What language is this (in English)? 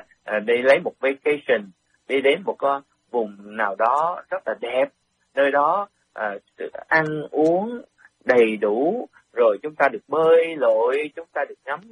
Vietnamese